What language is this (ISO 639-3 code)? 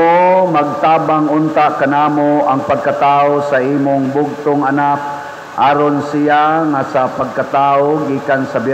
ceb